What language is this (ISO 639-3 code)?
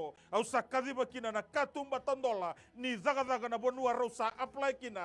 fij